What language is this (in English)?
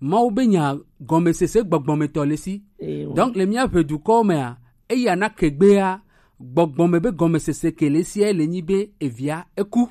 Gen